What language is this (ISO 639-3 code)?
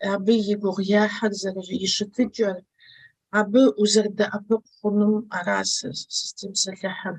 kbd